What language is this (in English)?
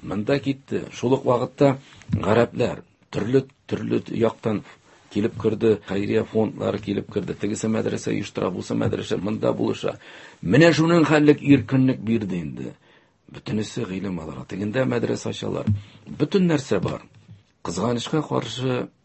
Tatar